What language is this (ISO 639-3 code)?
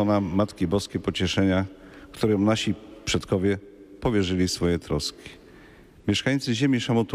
pol